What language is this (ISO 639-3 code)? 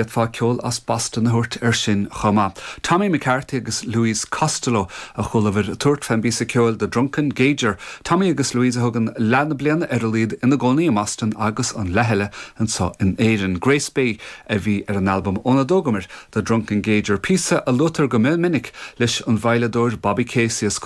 gle